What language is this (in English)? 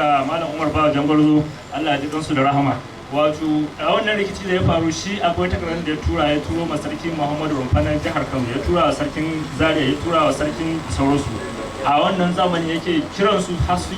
Hausa